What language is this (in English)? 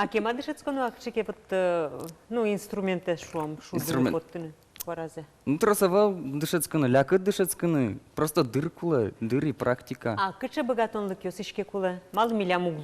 Udmurt